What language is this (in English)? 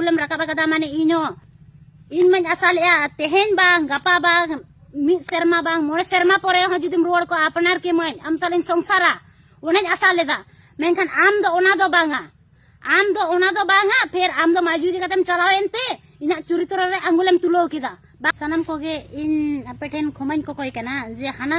Santali